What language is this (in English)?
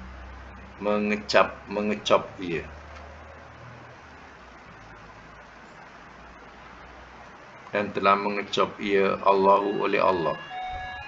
Malay